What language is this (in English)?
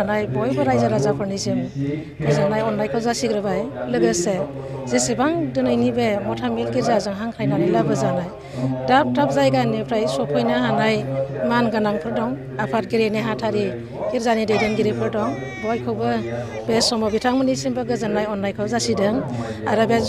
Bodo